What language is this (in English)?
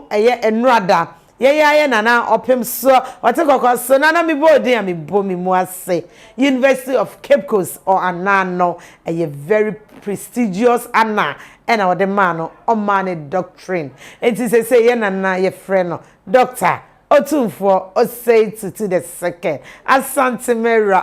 Akan